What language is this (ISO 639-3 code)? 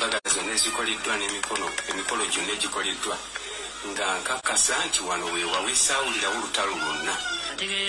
lug